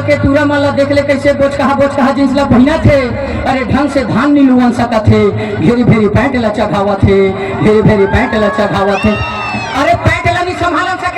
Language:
Chhattisgarhi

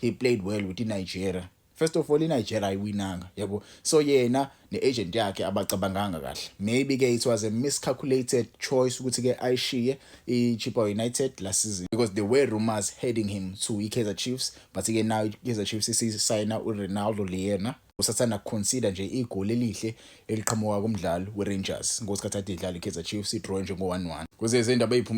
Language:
Zulu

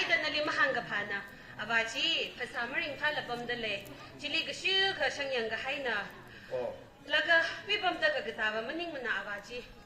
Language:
Tangkhul Naga (India)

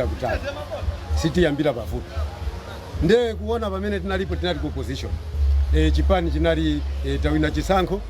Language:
Nyanja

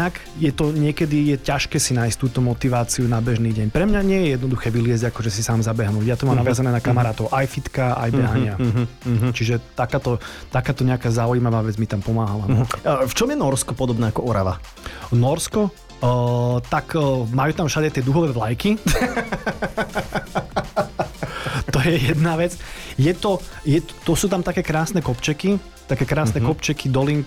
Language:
Slovak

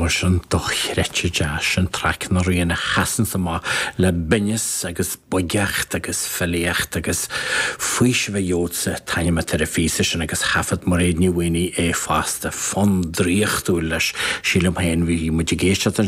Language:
Irish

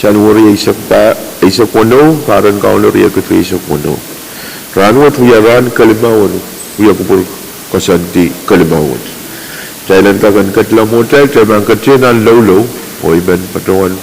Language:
Pohnpeian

